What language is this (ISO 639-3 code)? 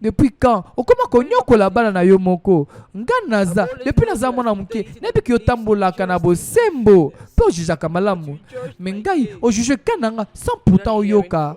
lin